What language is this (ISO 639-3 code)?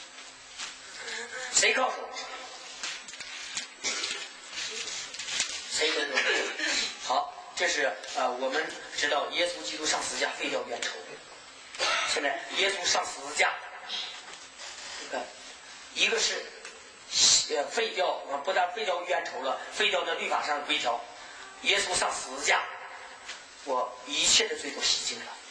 zho